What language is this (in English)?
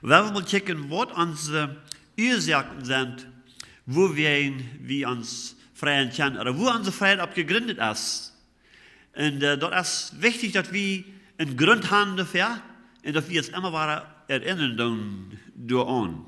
Plautdietsch